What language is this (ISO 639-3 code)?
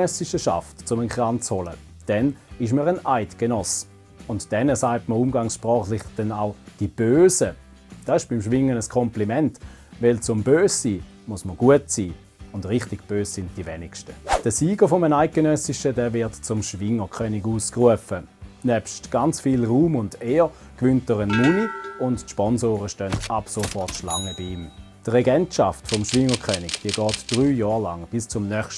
gsw